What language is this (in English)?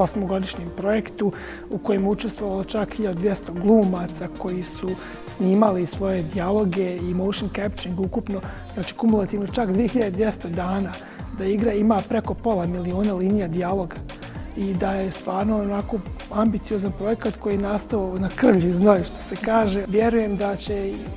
Bosnian